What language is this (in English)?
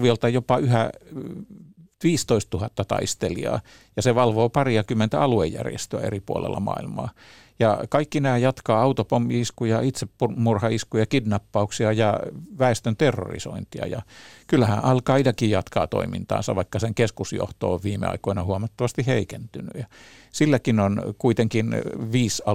Finnish